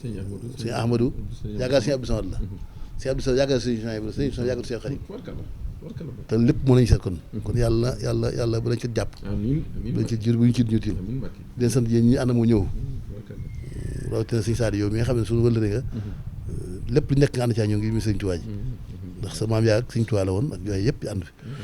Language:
Wolof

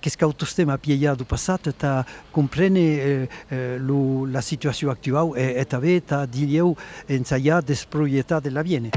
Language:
Occitan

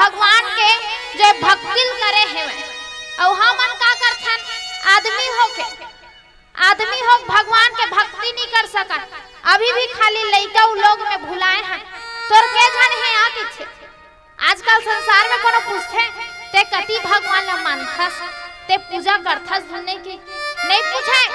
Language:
Chhattisgarhi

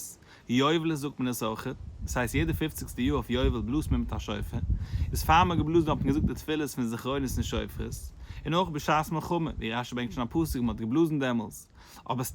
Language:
Yiddish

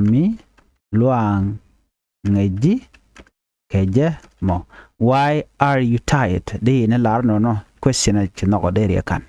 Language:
Nuer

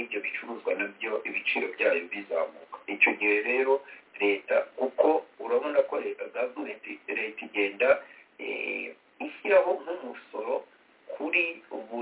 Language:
Kinyarwanda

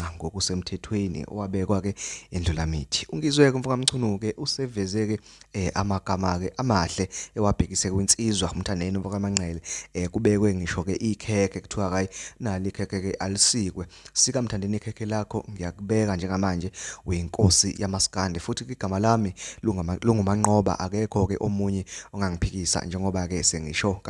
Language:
Zulu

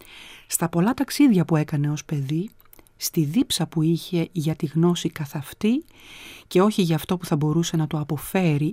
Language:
Greek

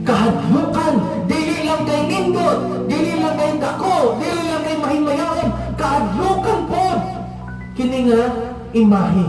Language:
Cebuano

